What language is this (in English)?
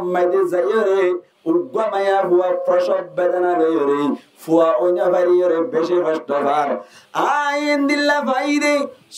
Rohingya